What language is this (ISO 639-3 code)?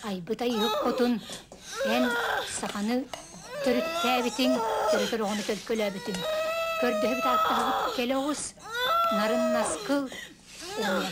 sah